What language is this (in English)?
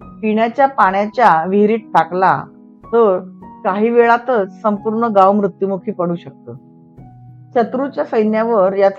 Marathi